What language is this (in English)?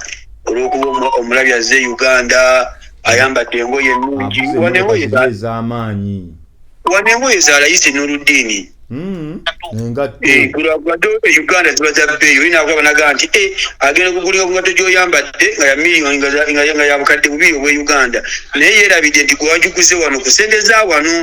Ganda